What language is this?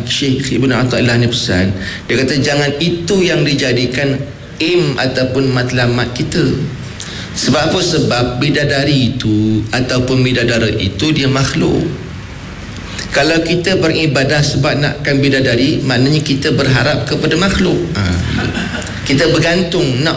Malay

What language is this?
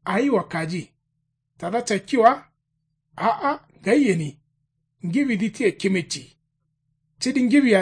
Kanuri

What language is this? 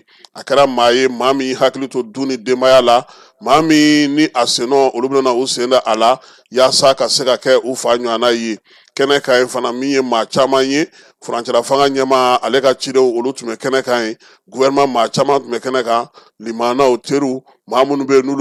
Bambara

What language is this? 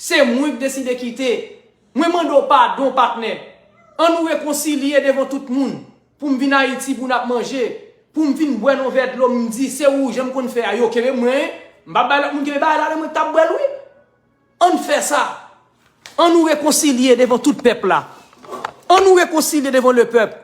Haitian Creole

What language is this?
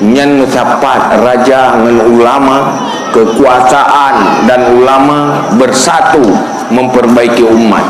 Achinese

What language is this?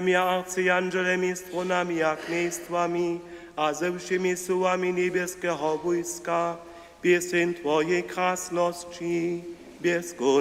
Upper Sorbian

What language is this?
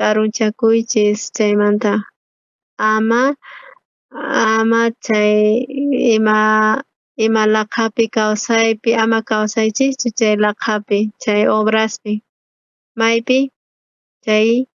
South Bolivian Quechua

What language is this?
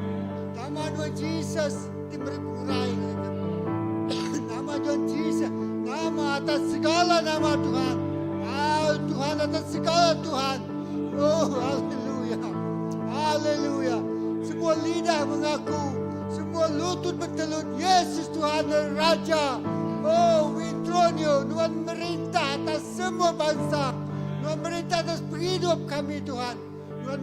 Iban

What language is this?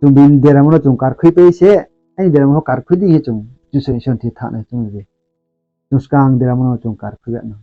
Riang (India)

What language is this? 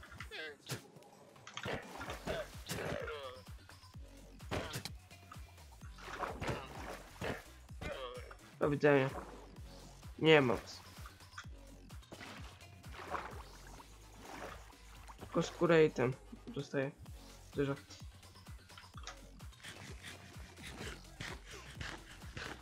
Polish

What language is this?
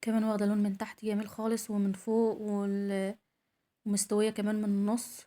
Egyptian Arabic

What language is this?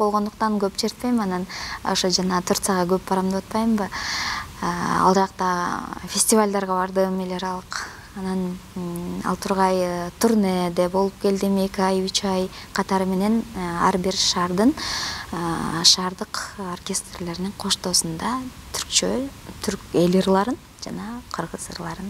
Kyrgyz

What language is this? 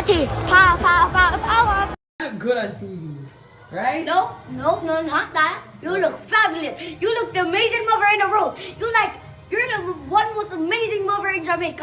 Jamaican Creole English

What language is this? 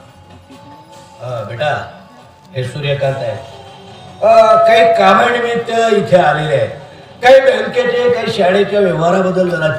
Marathi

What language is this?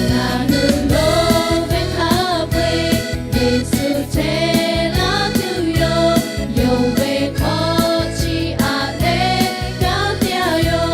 Lahu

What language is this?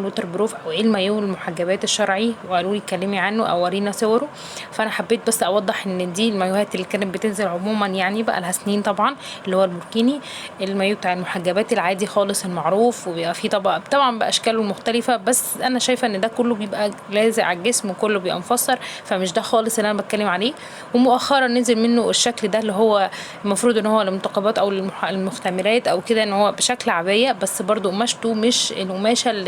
Egyptian Arabic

